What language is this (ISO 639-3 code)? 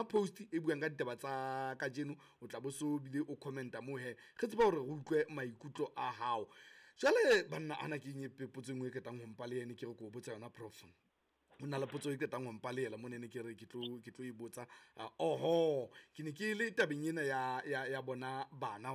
sot